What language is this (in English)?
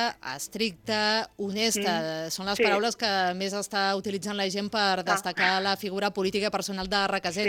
Catalan